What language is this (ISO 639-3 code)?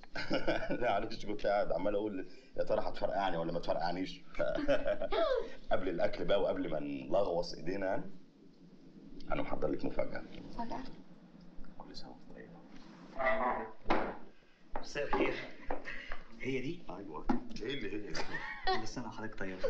arz